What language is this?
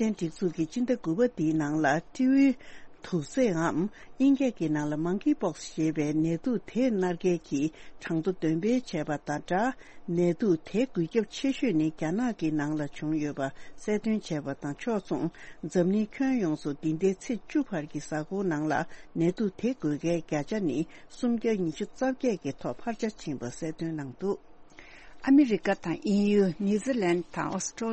Tibetan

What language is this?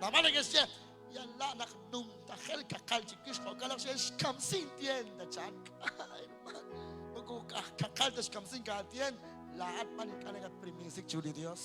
Kekchí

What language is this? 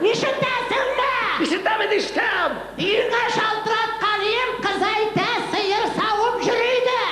Tatar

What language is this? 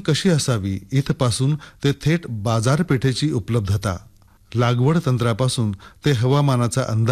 Marathi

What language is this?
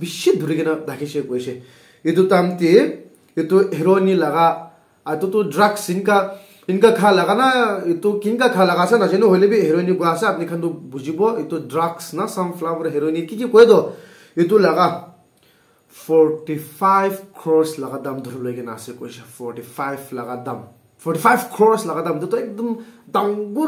Naga Pidgin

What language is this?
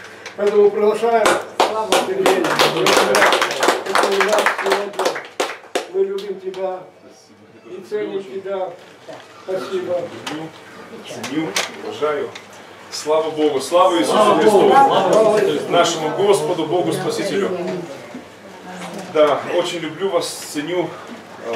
Russian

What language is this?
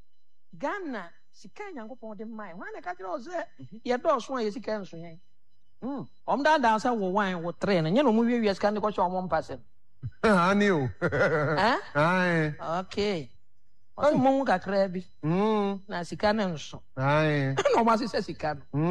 Akan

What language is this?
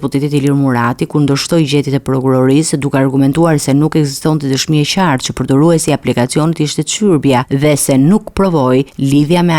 Albanian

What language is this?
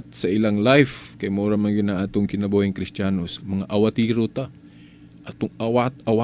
Cebuano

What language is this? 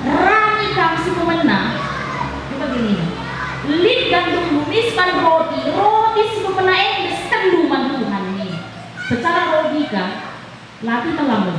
Batak Karo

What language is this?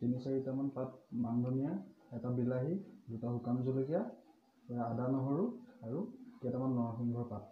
Assamese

